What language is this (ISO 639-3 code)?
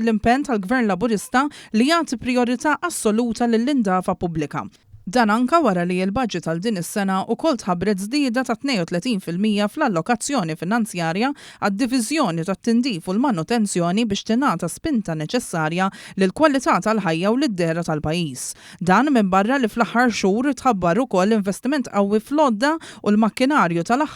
mlt